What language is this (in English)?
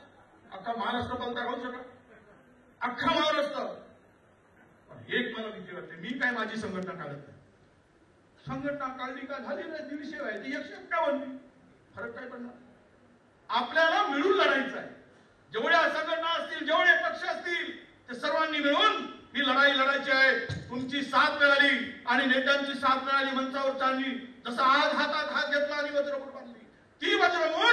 Marathi